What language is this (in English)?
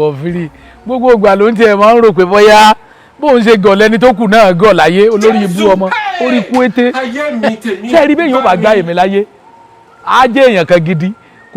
Yoruba